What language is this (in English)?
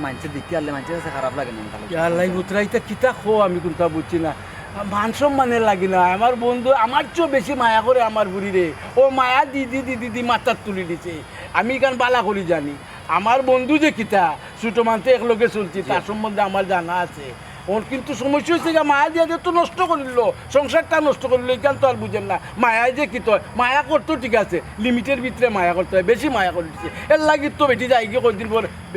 Sylheti